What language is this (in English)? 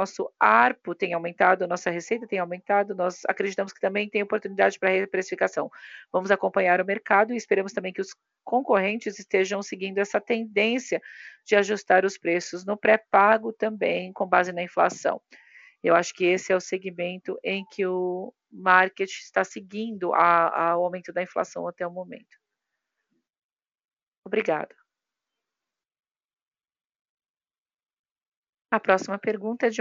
Portuguese